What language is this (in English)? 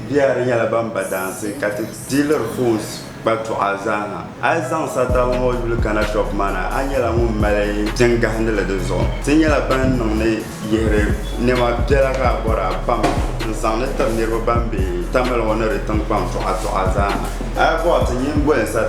Dagbani